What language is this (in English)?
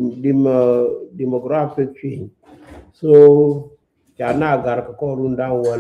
Nuer